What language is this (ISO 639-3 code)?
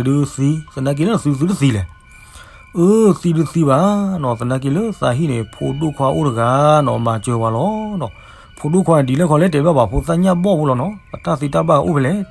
ksw